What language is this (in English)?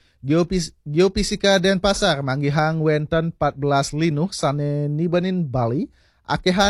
Balinese